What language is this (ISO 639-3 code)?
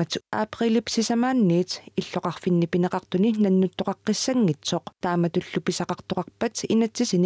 kal